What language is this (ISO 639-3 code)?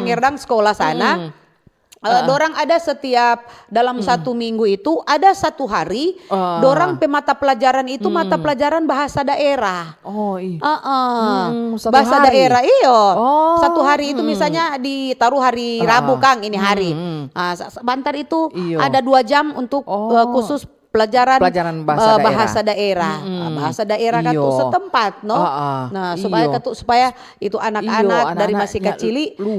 xmm